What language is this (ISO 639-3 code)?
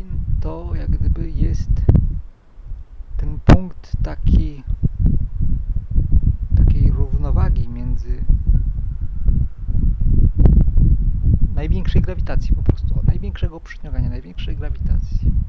pol